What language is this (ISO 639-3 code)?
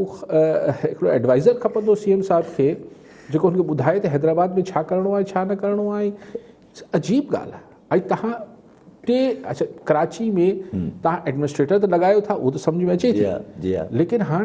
snd